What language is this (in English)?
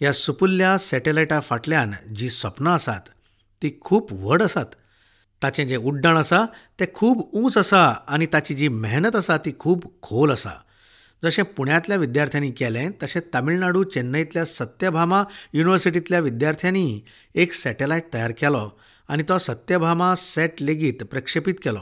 Konkani